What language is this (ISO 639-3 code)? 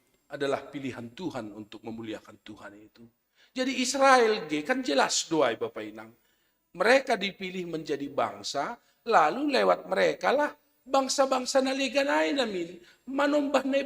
bts